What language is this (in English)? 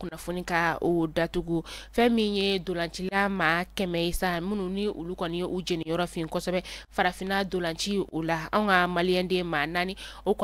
Bambara